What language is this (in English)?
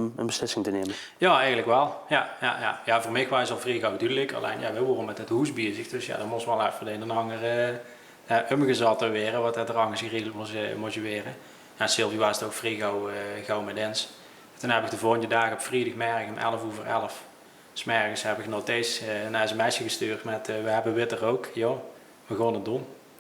Limburgish